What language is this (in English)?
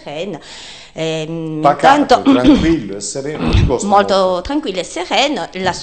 Italian